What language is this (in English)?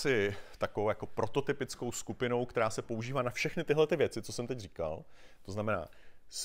Czech